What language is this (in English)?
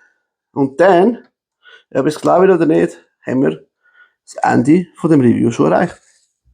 Swiss German